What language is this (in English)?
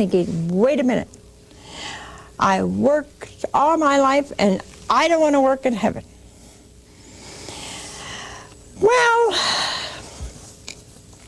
English